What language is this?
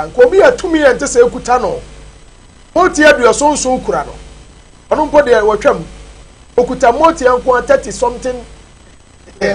Akan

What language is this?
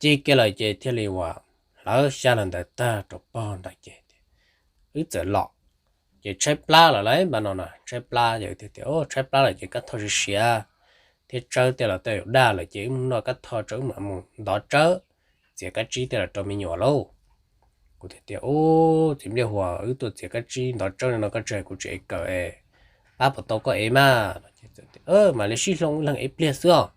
Hmong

